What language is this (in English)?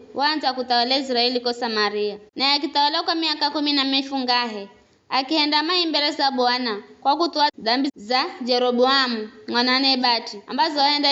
Giryama